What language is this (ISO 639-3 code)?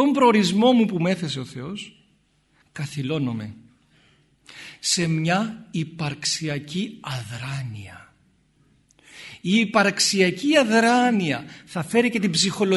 ell